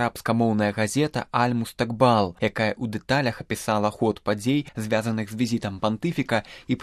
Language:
Belarusian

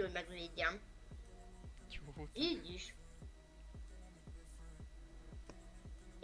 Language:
Hungarian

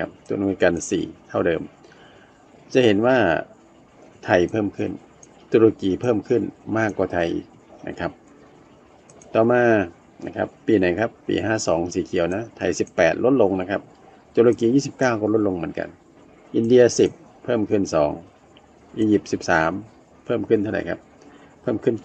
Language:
Thai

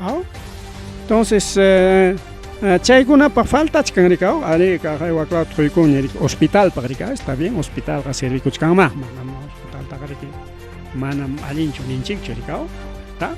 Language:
Ayacucho Quechua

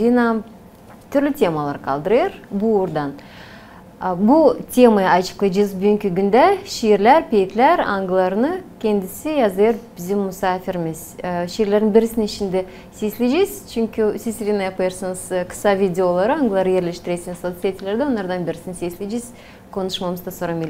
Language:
Gagauz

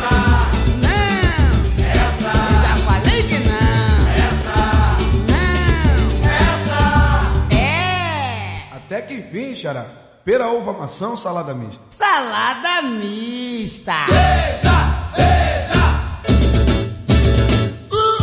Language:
Portuguese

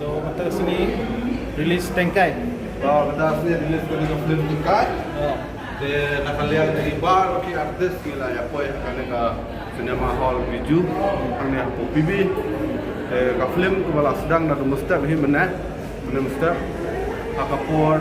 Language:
Khasi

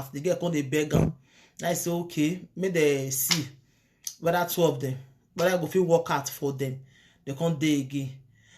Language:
Nigerian Pidgin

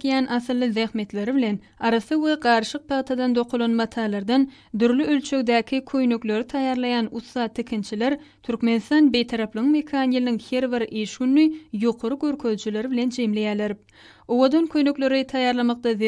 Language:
Turkmen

